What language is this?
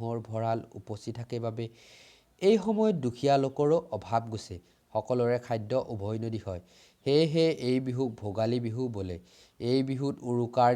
Assamese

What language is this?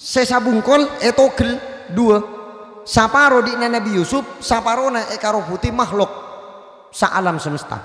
Madurese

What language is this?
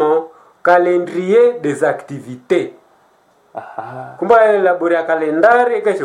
Swahili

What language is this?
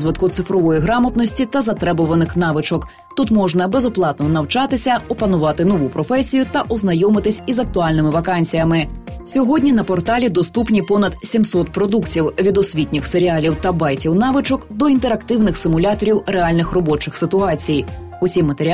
Ukrainian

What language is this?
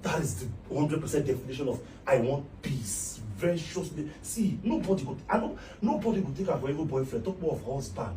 Nigerian Pidgin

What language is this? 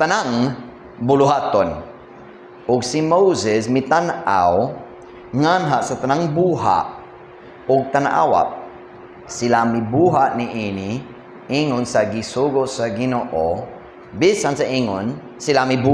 Cebuano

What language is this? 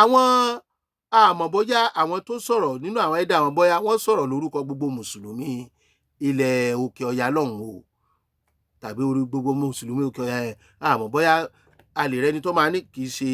Yoruba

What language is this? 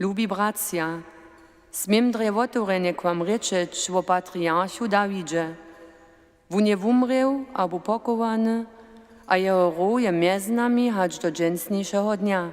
Upper Sorbian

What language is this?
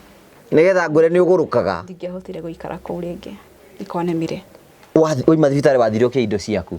Kikuyu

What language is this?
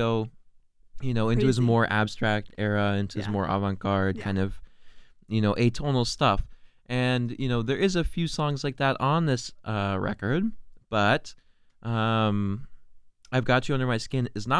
English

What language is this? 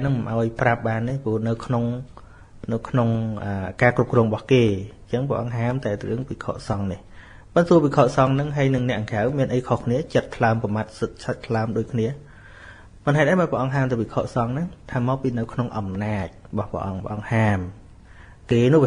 Khmer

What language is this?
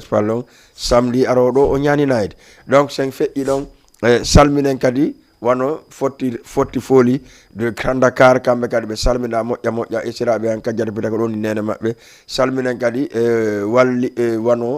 Fula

